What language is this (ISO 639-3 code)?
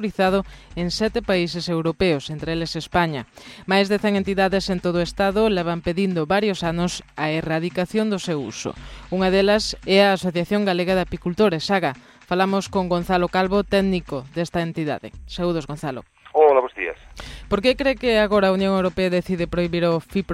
glg